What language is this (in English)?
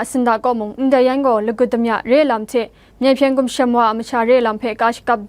Kachin